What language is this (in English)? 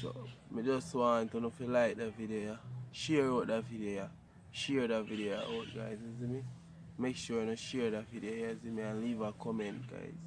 Jamaican Creole English